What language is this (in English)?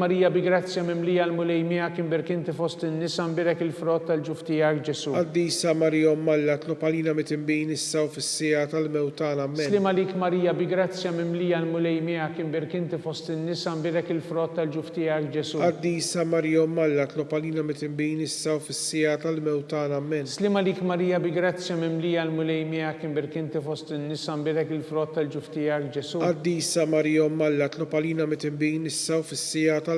Maltese